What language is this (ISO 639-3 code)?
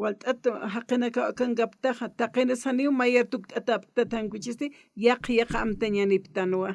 aym